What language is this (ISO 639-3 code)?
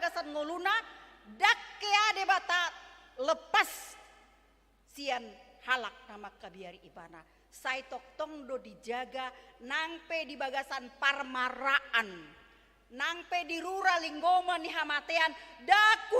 bbc